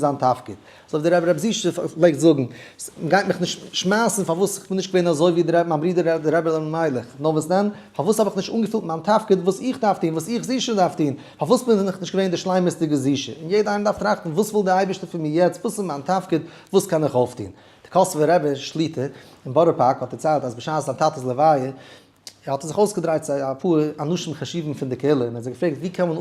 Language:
Yiddish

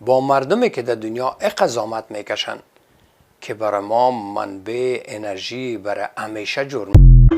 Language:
Persian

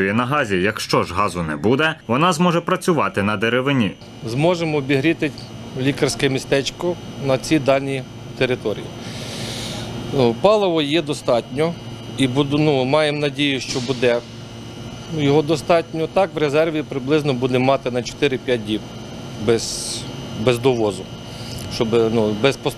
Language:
Ukrainian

